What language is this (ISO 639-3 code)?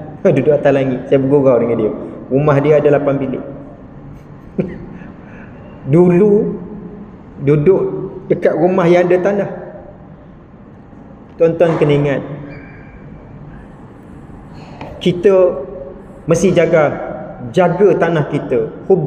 msa